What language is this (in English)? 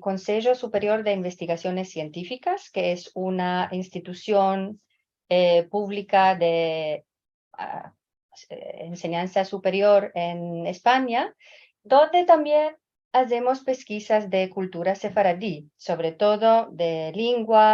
Ladino